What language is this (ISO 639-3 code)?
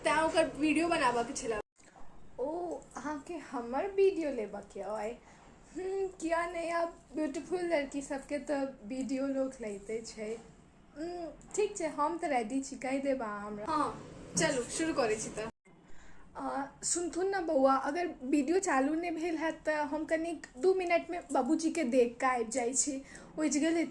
mai